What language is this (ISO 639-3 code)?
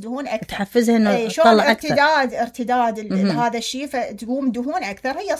acm